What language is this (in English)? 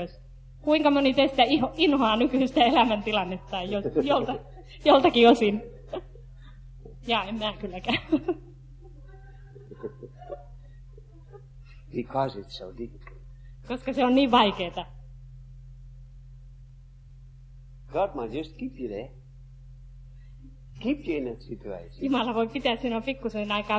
Finnish